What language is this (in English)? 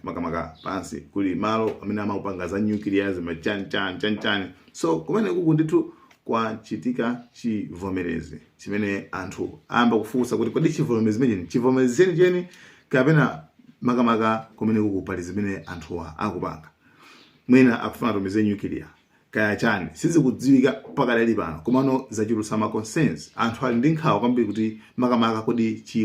Nyanja